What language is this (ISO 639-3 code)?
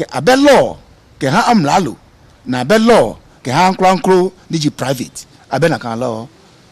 gaa